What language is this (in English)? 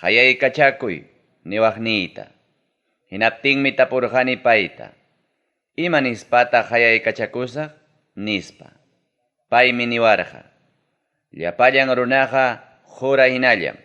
Ayacucho Quechua